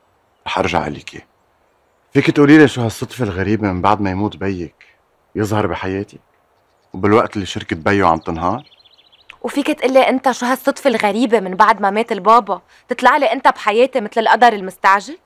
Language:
North Levantine Arabic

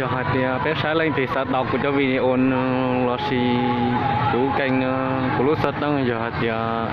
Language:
Hmong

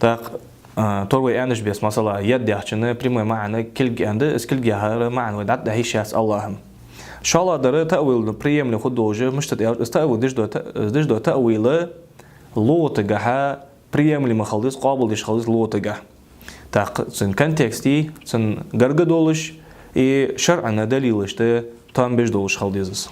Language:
Ingush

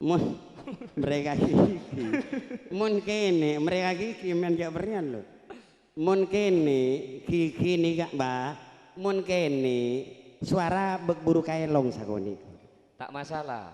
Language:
Madurese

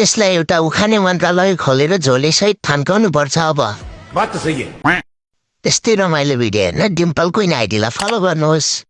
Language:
Nepali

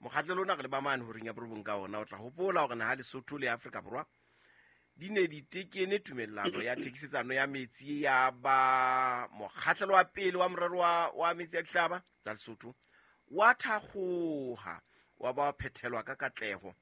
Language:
Southern Sotho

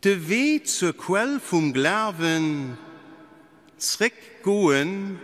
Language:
Luxembourgish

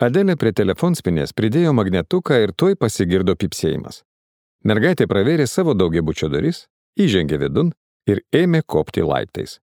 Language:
Lithuanian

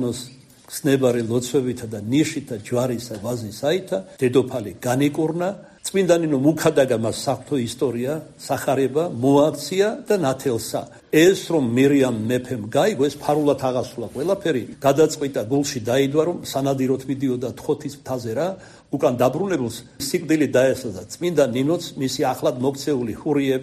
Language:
Georgian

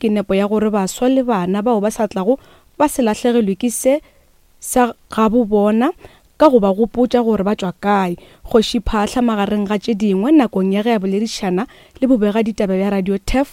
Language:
Northern Sotho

